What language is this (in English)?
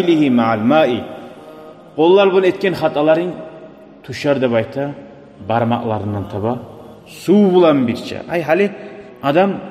Kumyk